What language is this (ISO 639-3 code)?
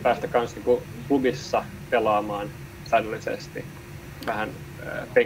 fin